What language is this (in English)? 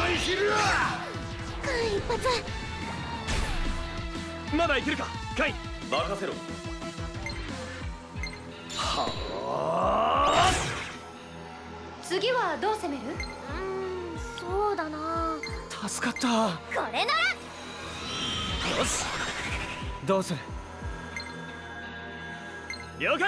Japanese